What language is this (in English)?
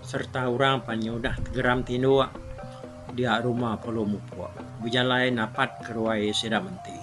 Iban